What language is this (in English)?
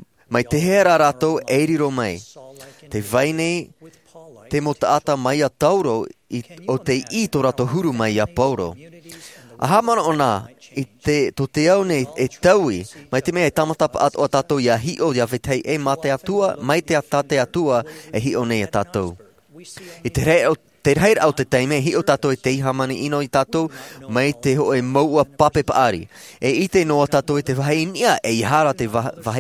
Tahitian